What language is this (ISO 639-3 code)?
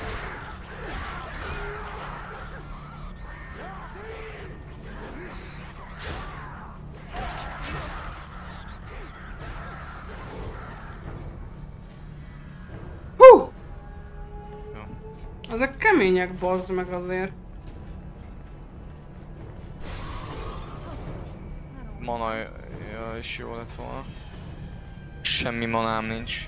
hun